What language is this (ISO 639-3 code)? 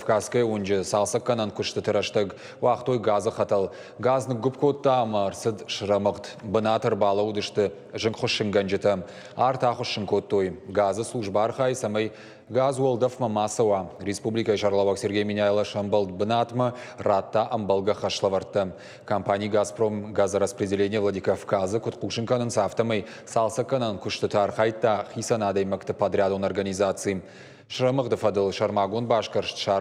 oss